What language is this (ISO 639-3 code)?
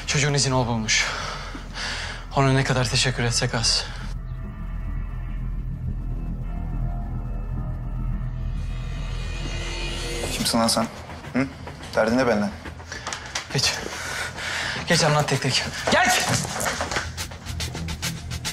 tur